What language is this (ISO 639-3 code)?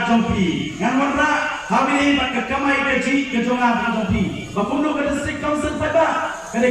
kha